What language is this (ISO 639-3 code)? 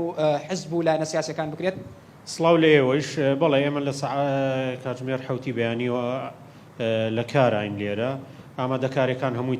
ckb